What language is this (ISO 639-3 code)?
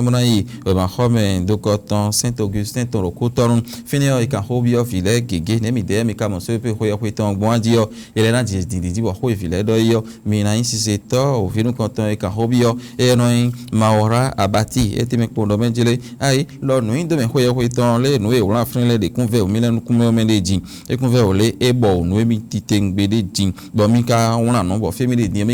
fon